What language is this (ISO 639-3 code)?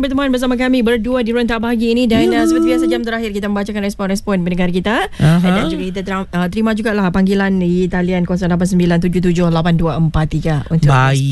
msa